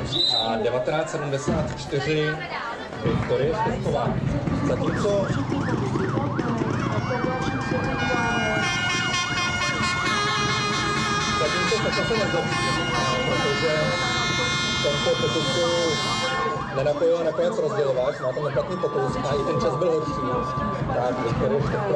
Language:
Czech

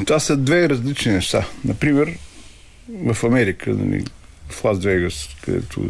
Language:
Bulgarian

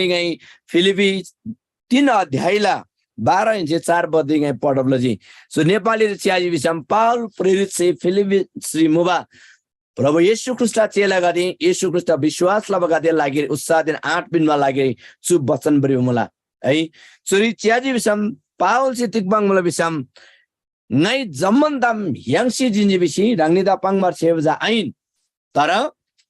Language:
Eastern Tamang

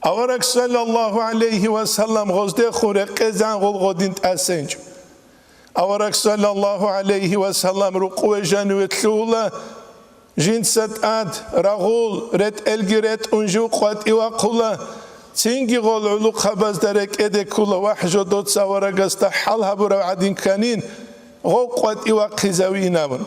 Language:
Avaric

